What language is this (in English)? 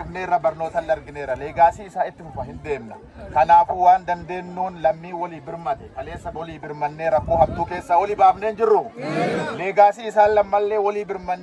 Oromo